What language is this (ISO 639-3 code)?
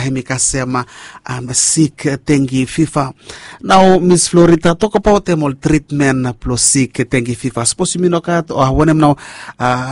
bis